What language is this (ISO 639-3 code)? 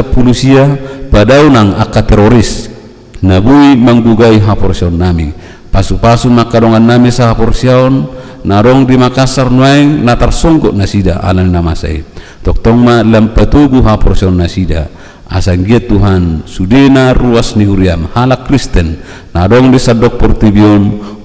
bbc